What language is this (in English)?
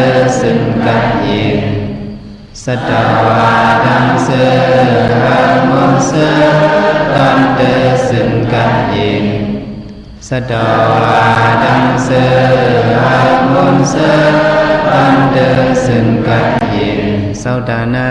Shan